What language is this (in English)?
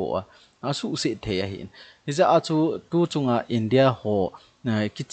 Thado Chin